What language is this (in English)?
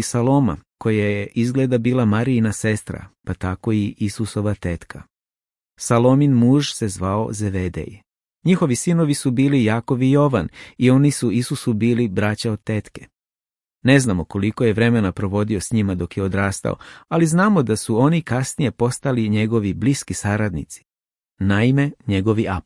Serbian